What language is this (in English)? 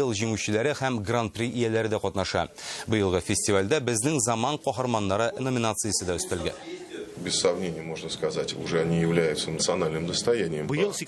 Tatar